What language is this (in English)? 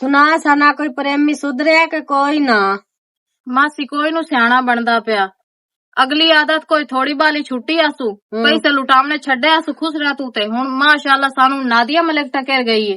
Western Panjabi